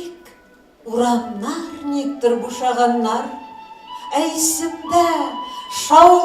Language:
Tatar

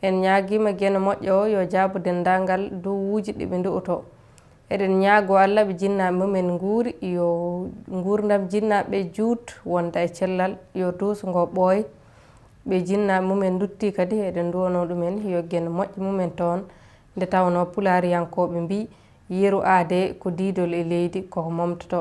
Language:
Fula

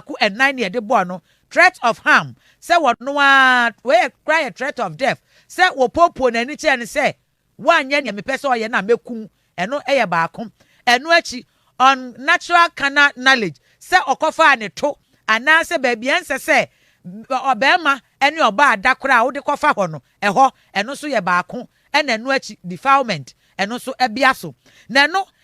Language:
Akan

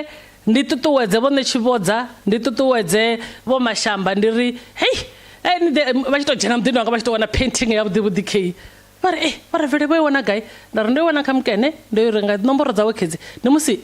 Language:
Venda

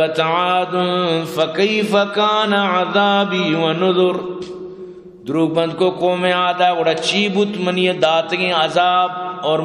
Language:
Eastern Balochi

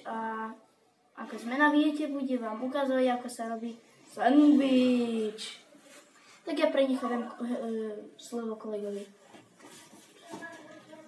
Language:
Slovak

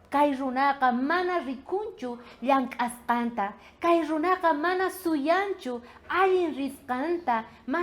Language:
South Bolivian Quechua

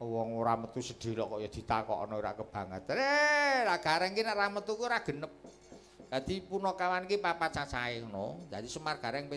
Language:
Javanese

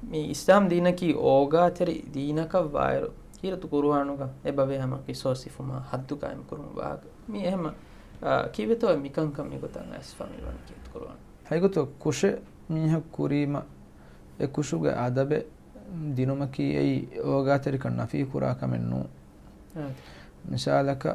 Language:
Divehi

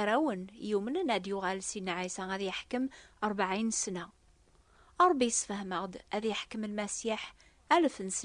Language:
Kabyle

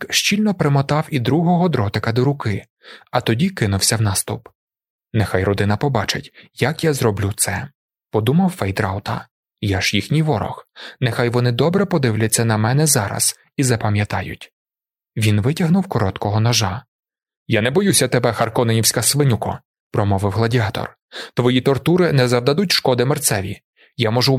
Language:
Ukrainian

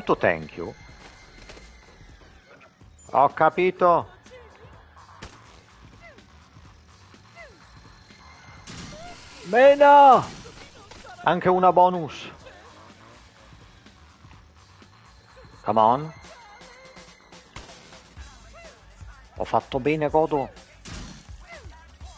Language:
Italian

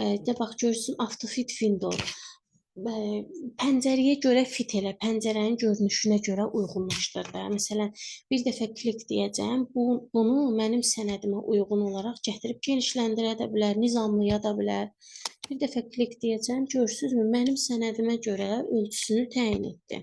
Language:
Azerbaijani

